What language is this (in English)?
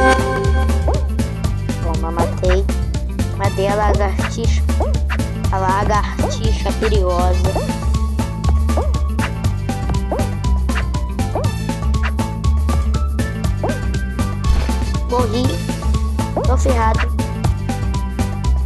Portuguese